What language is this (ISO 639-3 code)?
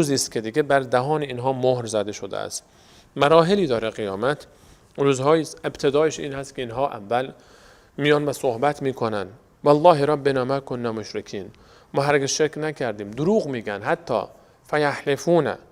fas